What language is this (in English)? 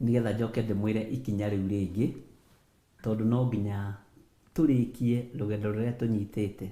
Kikuyu